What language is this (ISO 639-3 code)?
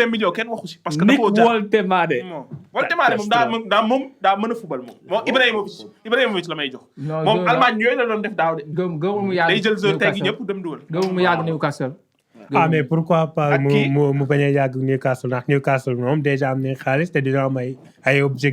wol